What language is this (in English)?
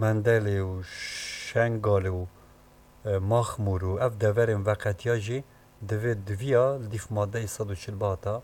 Kurdish